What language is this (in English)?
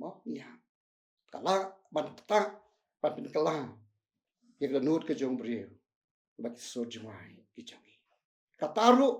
Khasi